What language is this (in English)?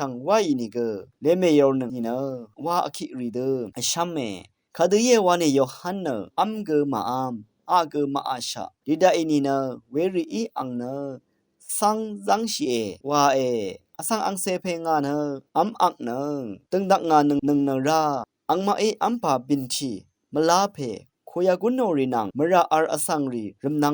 Rawang